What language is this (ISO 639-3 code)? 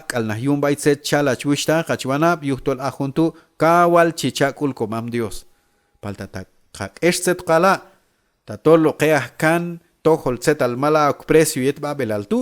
kjb